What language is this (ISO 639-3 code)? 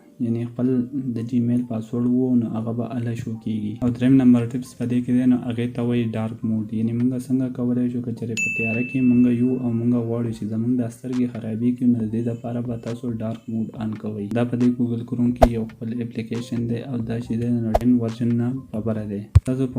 pus